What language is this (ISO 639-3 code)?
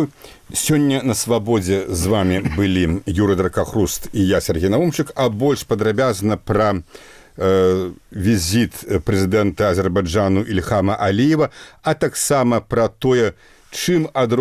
bel